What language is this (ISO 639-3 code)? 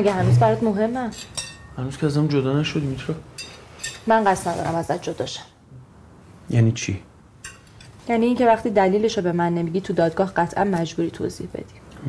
fas